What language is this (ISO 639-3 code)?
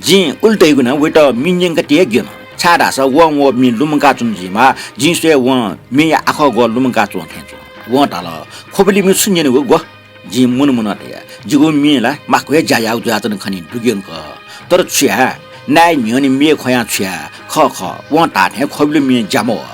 new